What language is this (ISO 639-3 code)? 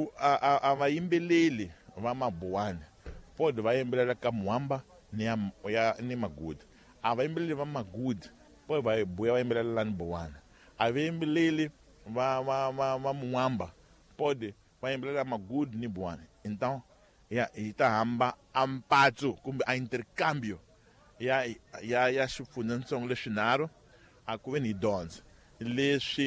tso